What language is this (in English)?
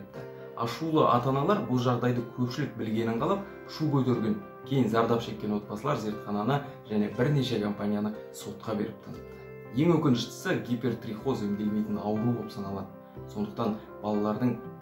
Kazakh